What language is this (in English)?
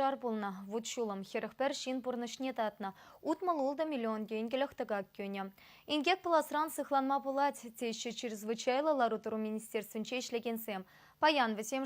Chuvash